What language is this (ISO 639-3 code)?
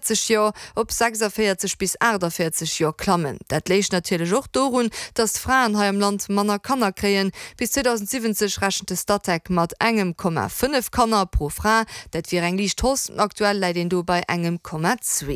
ltz